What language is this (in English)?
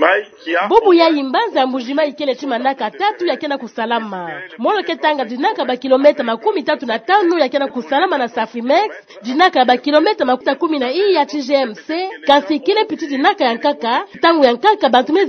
Kituba (Democratic Republic of Congo)